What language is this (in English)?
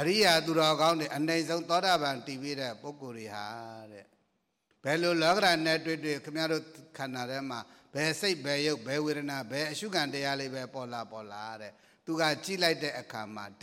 Burmese